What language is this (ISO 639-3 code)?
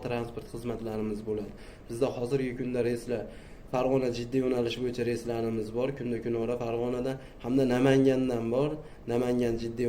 uzb